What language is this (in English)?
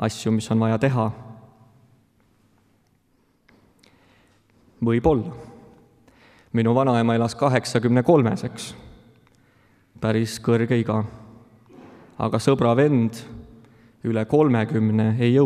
Estonian